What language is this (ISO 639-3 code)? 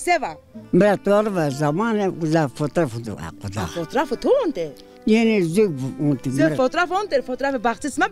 zza